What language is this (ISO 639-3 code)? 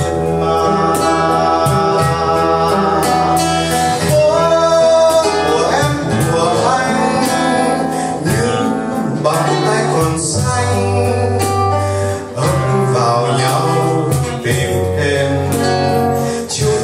vie